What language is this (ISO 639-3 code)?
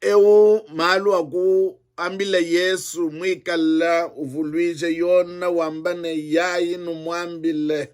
lua